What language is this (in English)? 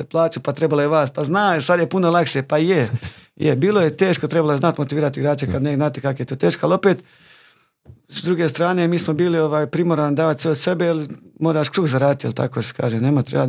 Croatian